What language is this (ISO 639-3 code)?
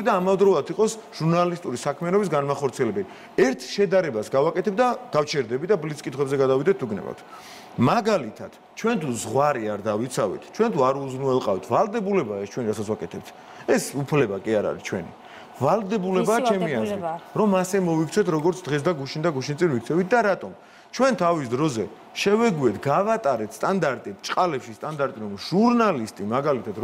kat